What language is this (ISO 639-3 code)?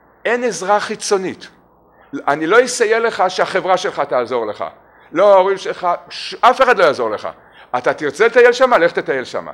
heb